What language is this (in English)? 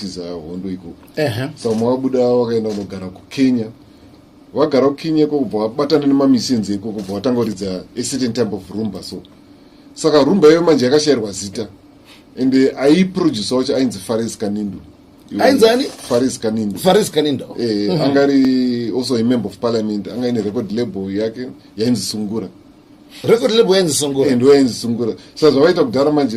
Shona